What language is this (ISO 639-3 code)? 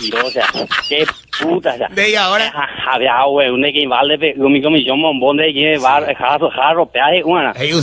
grn